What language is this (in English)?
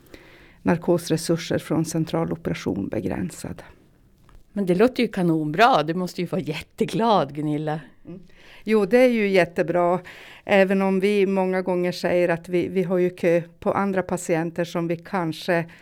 Swedish